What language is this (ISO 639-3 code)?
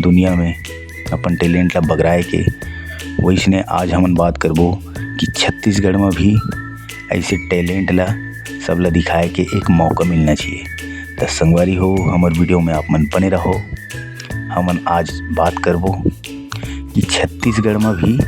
hne